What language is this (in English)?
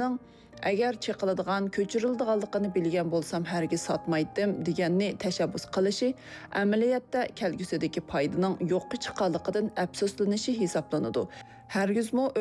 Uyghur